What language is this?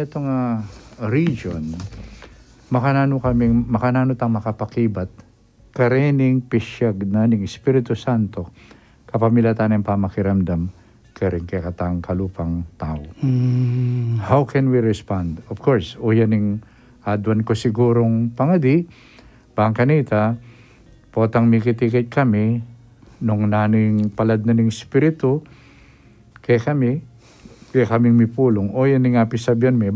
Pampanga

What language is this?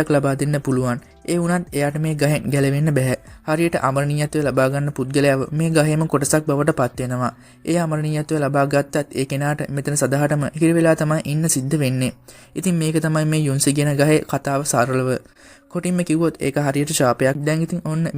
Sinhala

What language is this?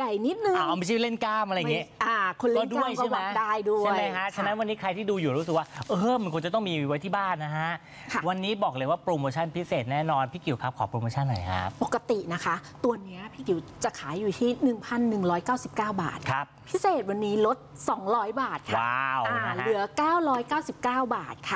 Thai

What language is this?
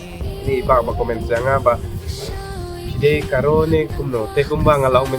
Khasi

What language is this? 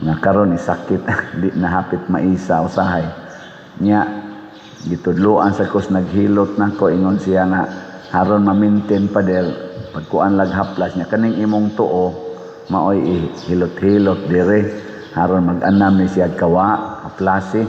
Cebuano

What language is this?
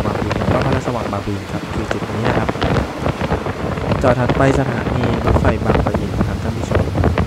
Thai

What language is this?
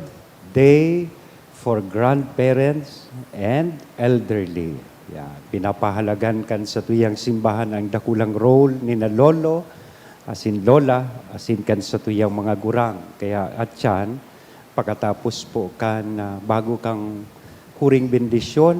Bikol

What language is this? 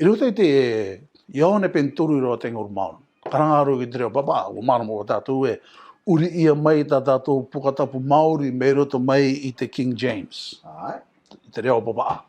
Rarotongan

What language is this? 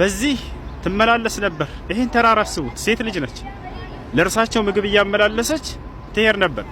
Amharic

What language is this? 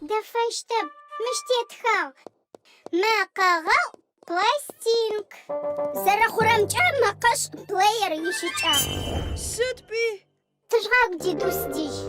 Adyghe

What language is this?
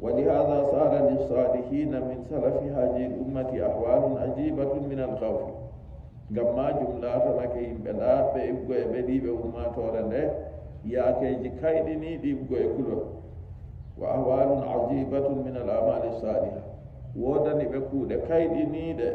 Nigerian Fulfulde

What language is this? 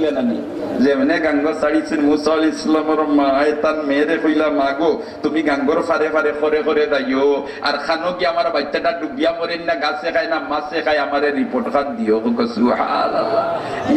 Sylheti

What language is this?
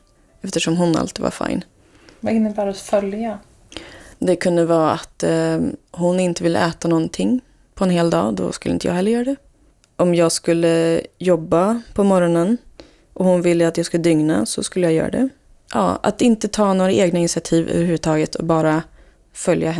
Swedish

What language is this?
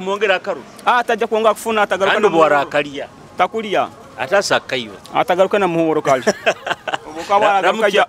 Nyoro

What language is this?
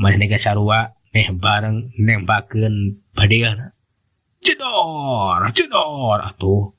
Sundanese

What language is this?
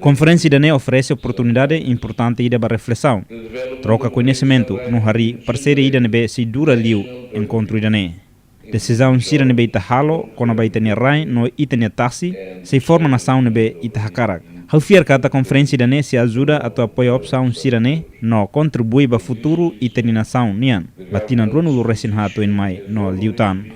Tetum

